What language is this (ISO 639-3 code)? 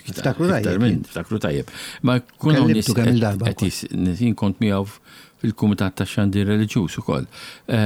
mlt